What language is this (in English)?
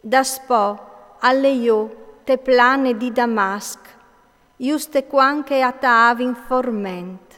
Friulian